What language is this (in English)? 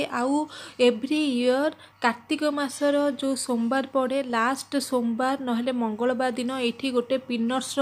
Odia